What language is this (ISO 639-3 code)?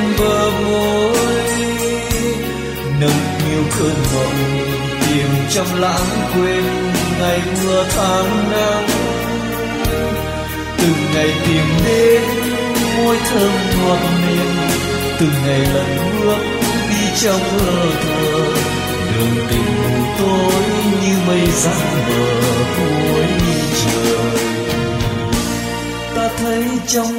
vie